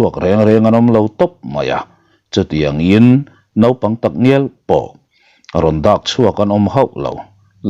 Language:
Mizo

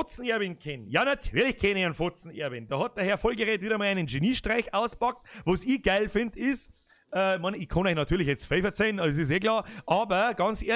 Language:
Bavarian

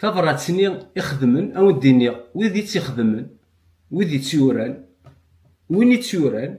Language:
Kabyle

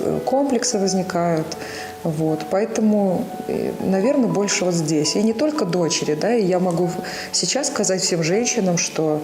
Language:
Belarusian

